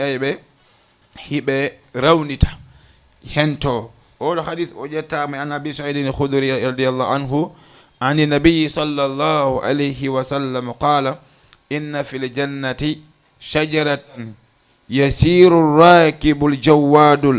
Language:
Fula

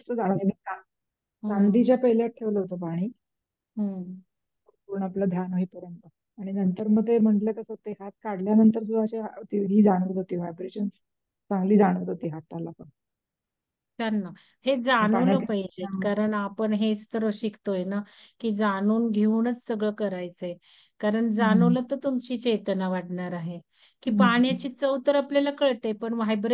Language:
Marathi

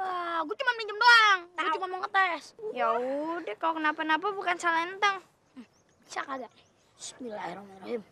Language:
Betawi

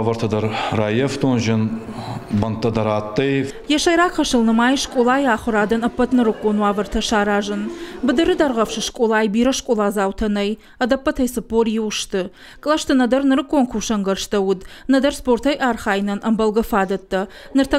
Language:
Ossetic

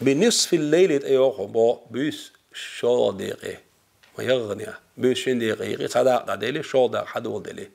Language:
Chechen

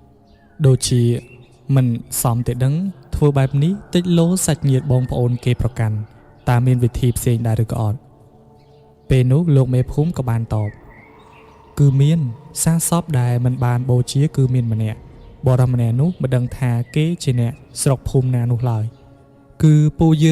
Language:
Khmer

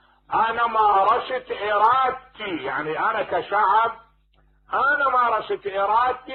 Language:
Mesopotamian Arabic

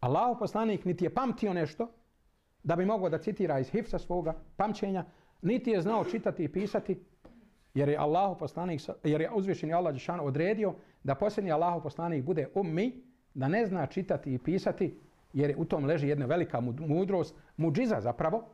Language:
Bosnian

